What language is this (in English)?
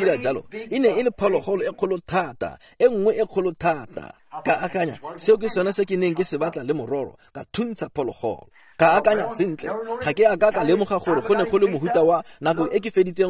Tswana